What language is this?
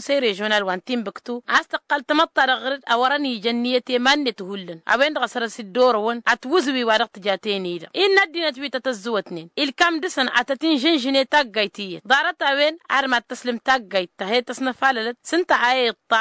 Tamasheq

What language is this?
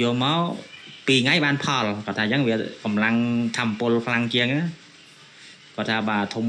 Khmer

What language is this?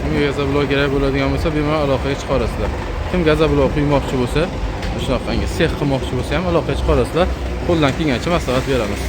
Uzbek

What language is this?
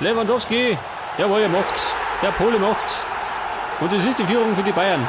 Bavarian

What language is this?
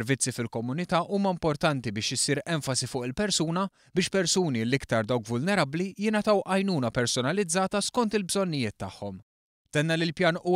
Maltese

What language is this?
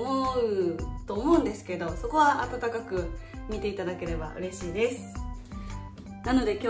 Japanese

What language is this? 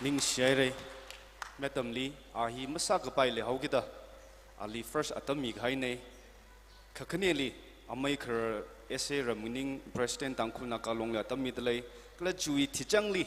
Tangkhul Naga (India)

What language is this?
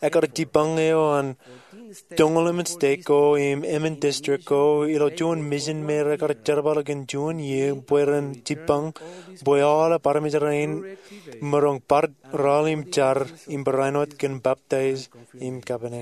Marshallese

